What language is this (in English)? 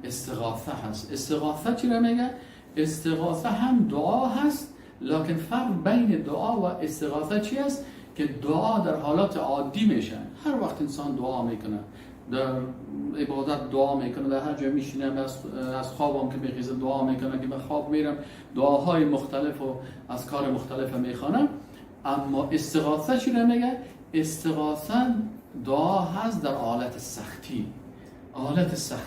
Persian